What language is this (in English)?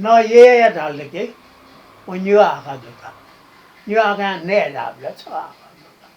Newari